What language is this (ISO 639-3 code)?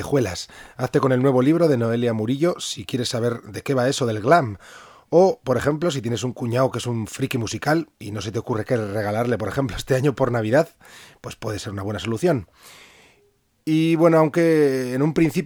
spa